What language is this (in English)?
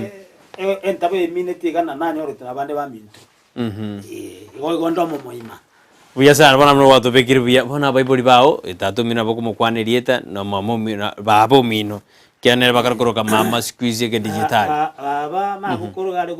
Gusii